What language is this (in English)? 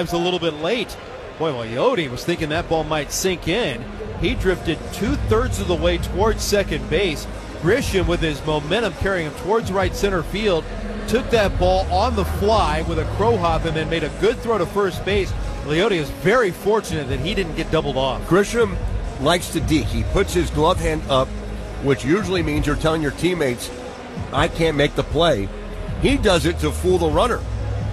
English